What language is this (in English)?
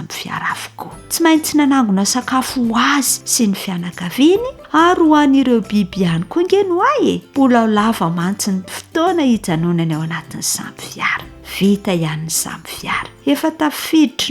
Malagasy